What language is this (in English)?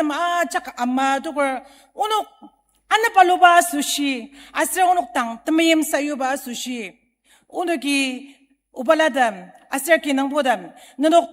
Ao Naga